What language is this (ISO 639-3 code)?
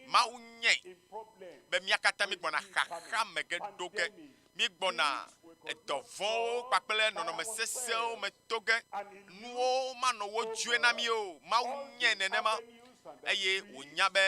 ewe